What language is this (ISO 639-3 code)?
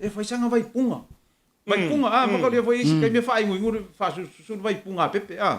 smo